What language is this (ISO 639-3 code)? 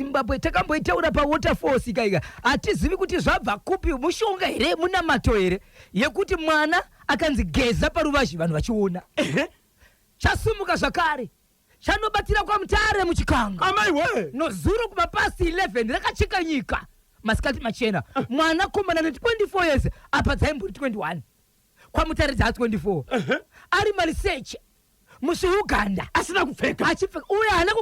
sna